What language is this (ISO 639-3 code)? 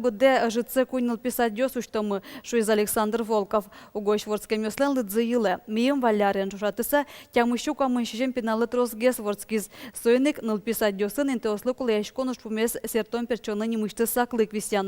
udm